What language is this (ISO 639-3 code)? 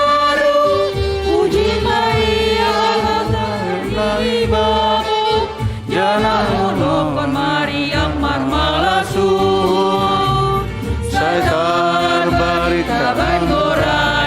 bts